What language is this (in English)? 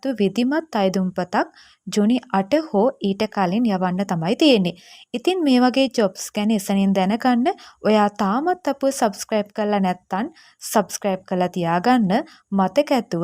Sinhala